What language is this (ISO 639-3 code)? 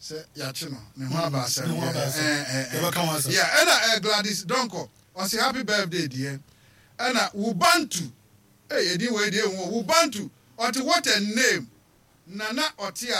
aka